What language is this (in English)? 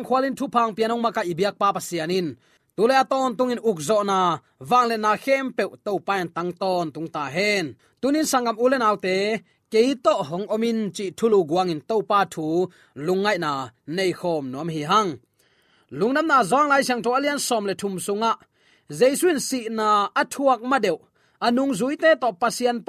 Tedim Chin